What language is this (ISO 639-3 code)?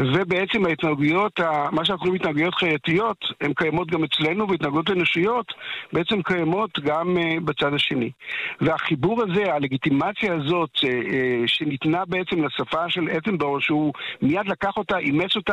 heb